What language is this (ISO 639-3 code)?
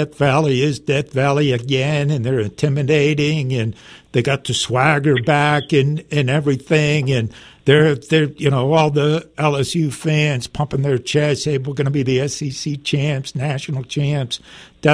eng